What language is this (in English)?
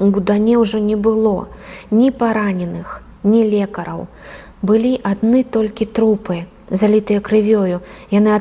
Belarusian